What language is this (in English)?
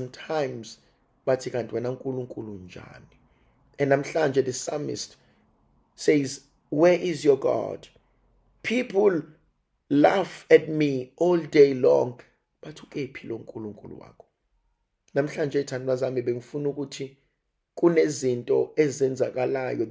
Zulu